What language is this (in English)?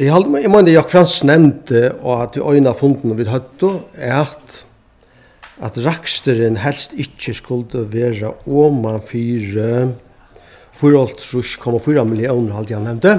Faroese